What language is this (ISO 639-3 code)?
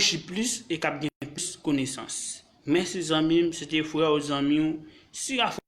hat